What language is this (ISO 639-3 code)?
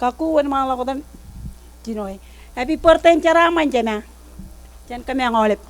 mah